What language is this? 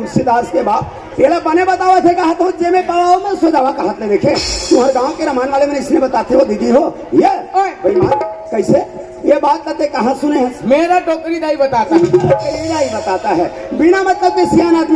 Chhattisgarhi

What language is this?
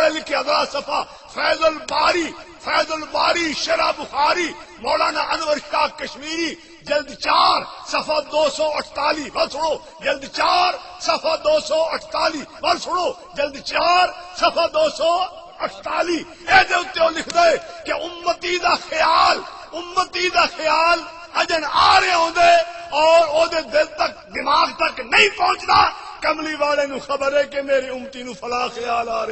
Saraiki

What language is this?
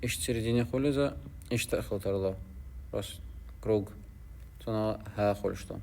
Chechen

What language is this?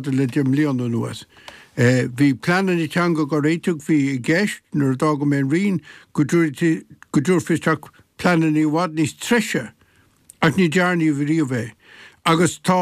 Irish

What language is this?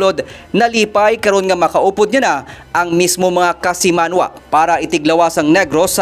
Hiligaynon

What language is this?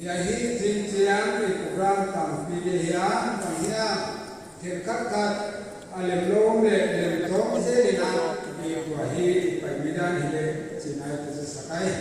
Paite Chin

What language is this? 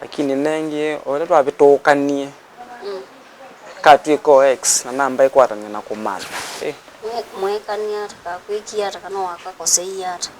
Kamba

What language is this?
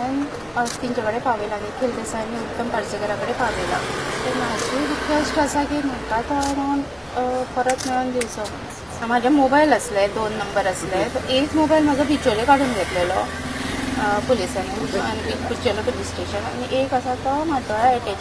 Konkani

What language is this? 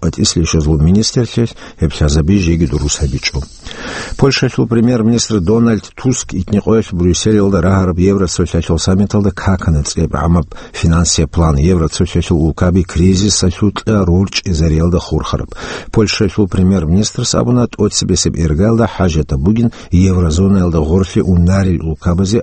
Avaric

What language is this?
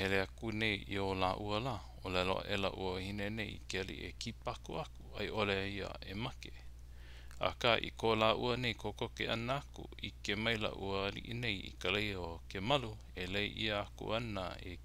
Hawaiian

